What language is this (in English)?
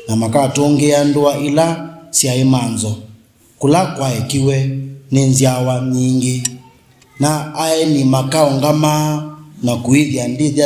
Kamba